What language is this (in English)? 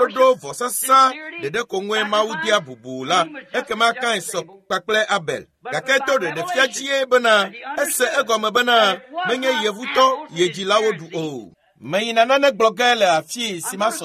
Ewe